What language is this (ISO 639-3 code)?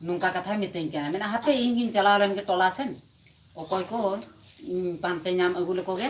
sat